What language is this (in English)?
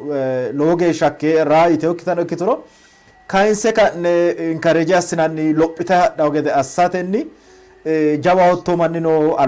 Sidamo